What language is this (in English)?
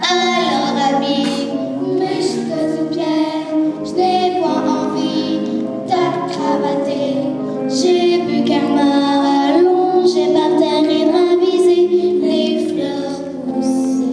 Picard